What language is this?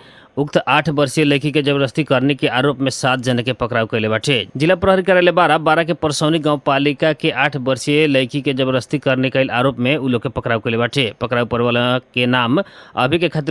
Bhojpuri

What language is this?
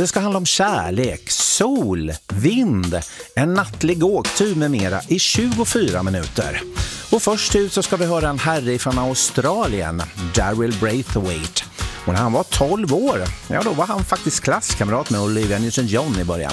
Swedish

